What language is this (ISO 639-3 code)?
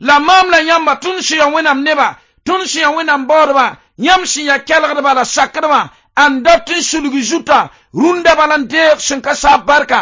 mos